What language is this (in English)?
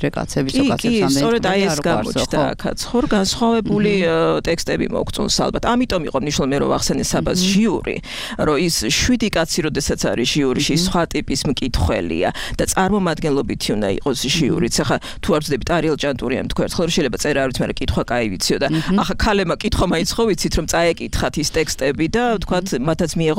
Georgian